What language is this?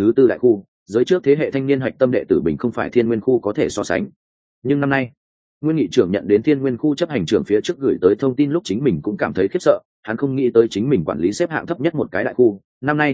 Vietnamese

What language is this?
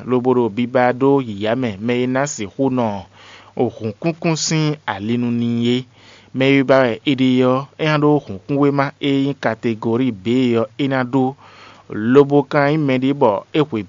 Fon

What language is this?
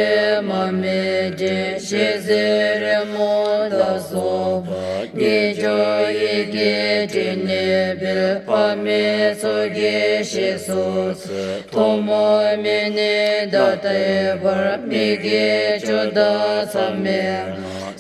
Classical Tibetan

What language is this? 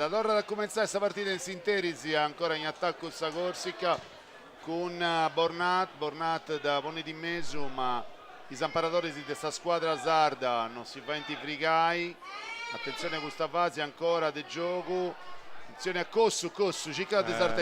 Sardinian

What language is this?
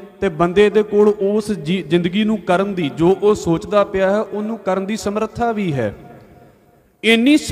Punjabi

